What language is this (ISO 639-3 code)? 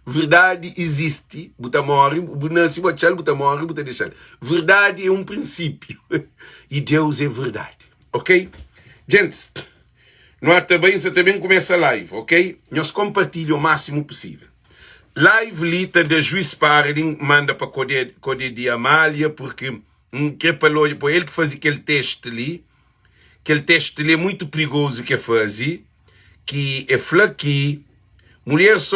kea